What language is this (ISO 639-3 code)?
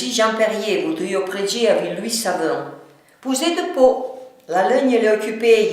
frp